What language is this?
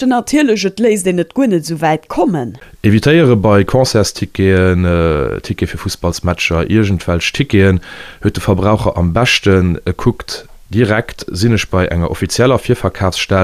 Luxembourgish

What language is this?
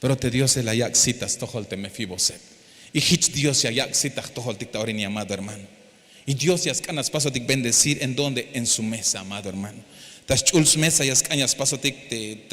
Tzeltal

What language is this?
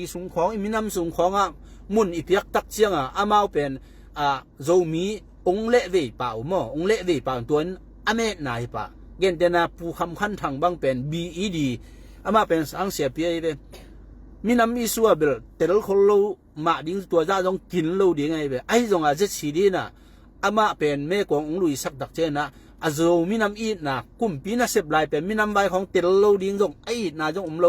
Tedim Chin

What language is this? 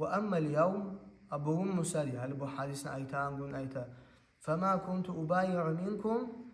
Kumyk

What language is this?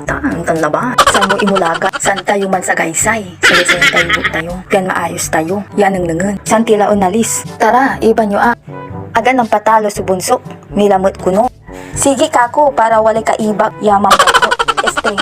Pangasinan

